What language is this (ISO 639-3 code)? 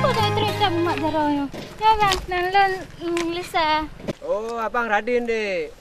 ace